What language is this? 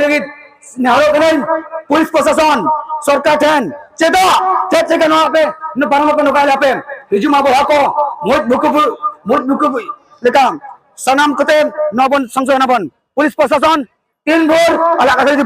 Santali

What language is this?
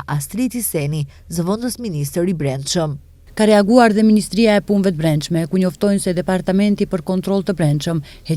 Albanian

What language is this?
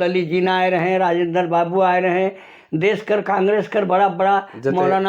Sadri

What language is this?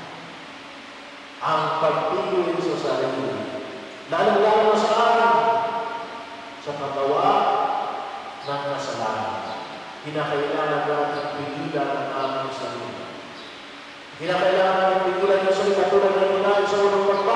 Filipino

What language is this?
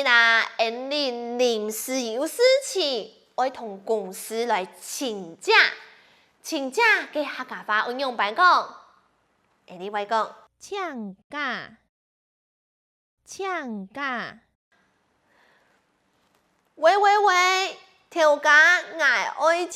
Hakka Chinese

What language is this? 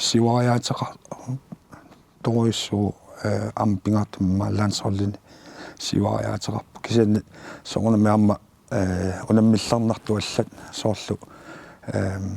Kalaallisut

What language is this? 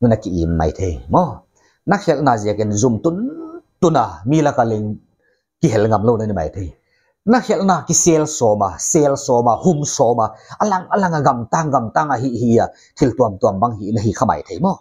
Paite Chin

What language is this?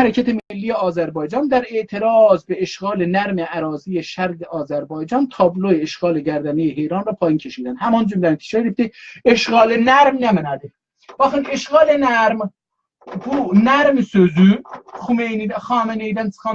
South Azerbaijani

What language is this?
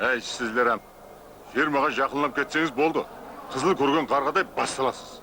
Kara-Kalpak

